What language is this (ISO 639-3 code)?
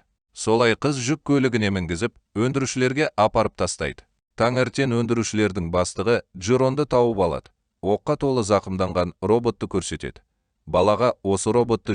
kaz